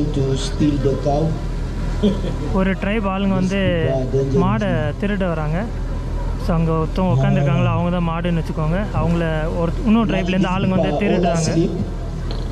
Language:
Tamil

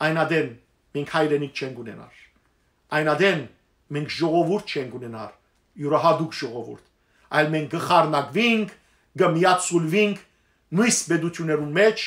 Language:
Western Armenian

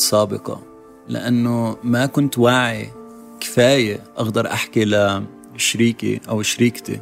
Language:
North Levantine Arabic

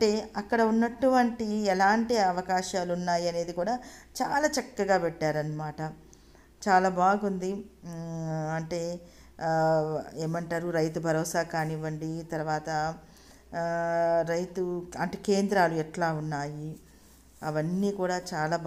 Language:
Telugu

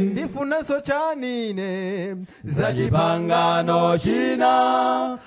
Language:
Nyanja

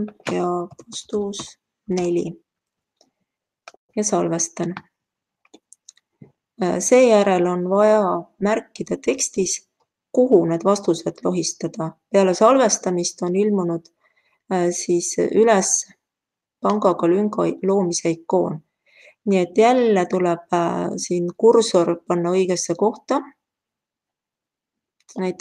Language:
Estonian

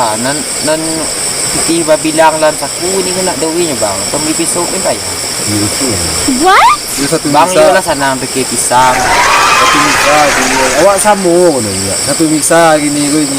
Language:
Minangkabau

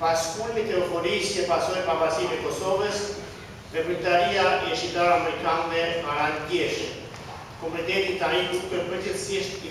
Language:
Albanian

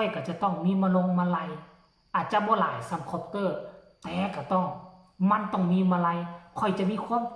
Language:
Northeastern Thai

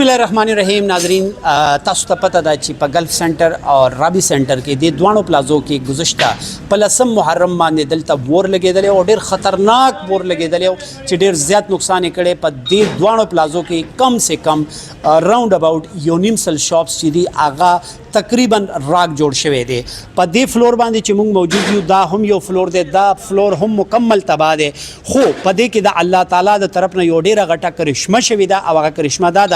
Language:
Pashto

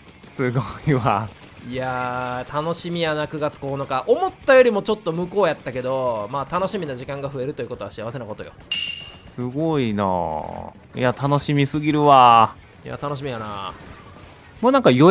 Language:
Japanese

